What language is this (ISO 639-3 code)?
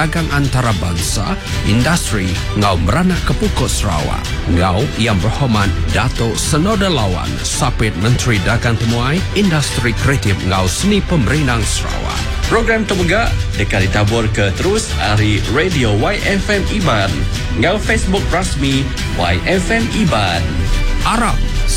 iba